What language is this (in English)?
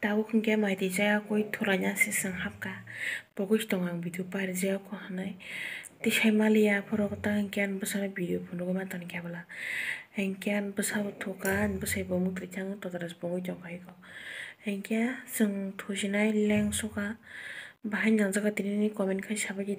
Kok Borok